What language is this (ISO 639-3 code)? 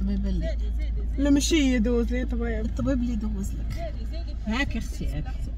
ary